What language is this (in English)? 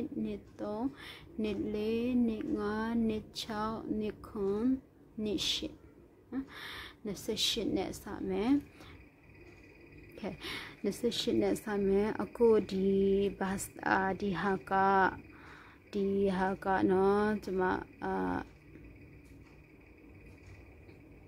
Burmese